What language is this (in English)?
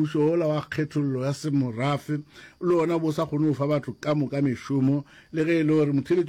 Northern Sotho